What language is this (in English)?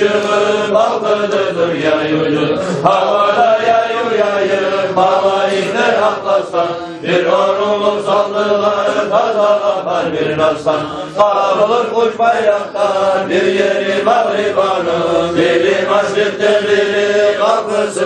Kumyk